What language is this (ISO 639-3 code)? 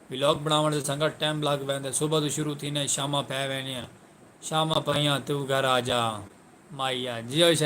skr